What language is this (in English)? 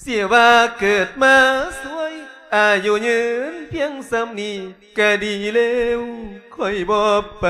Lao